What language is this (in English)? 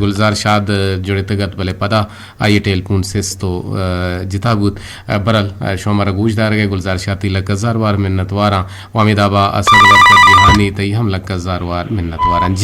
Eastern Balochi